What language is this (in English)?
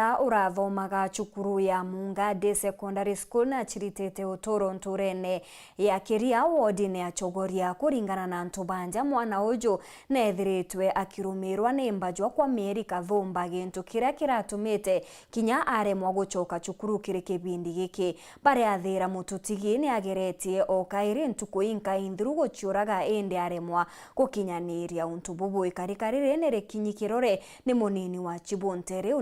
Meru